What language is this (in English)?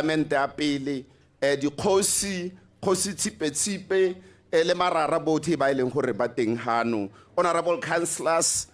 Tswana